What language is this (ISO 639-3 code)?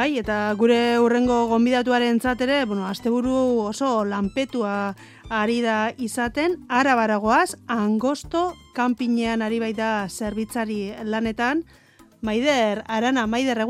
eus